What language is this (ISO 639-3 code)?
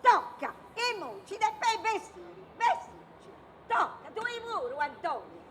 srd